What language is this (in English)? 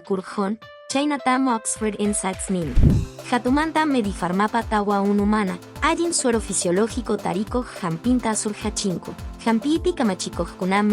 Quechua